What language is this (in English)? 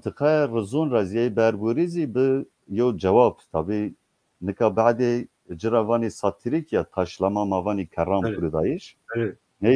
Zaza